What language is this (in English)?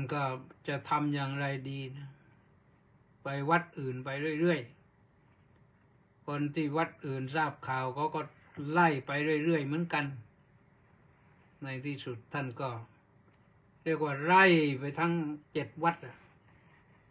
Thai